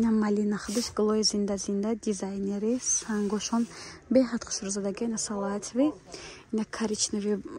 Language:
Tajik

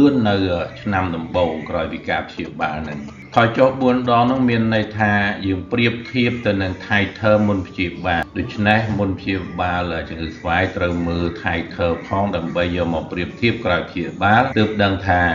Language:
Khmer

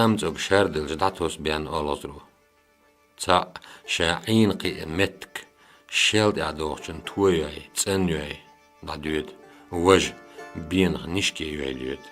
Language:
Chechen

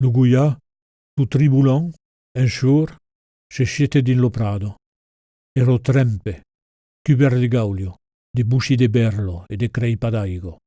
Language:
Occitan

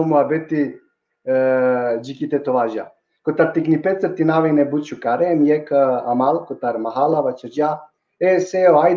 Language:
Balkan Romani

